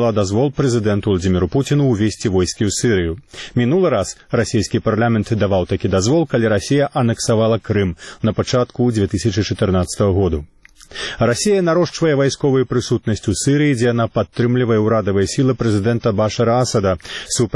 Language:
Belarusian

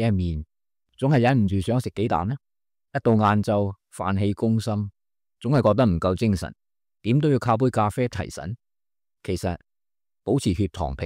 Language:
Cantonese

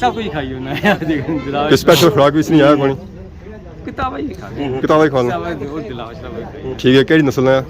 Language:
Pahari-Potwari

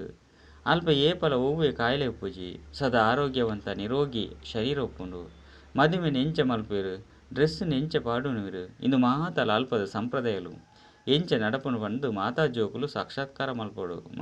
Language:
Tulu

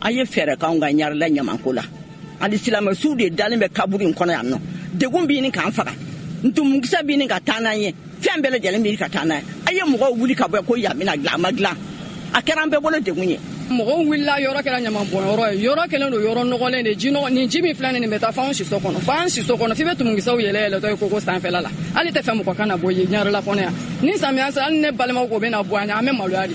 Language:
Bambara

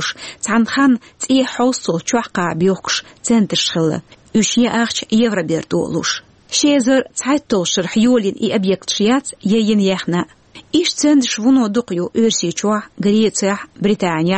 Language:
Chechen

